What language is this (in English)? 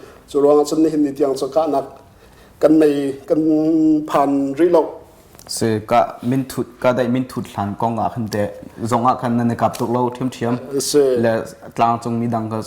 Hakha Chin